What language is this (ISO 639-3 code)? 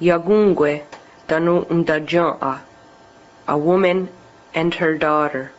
moh